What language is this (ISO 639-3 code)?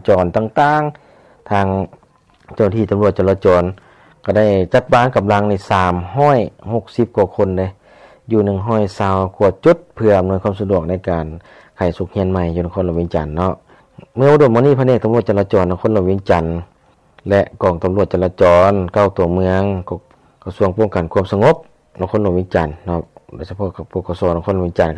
lao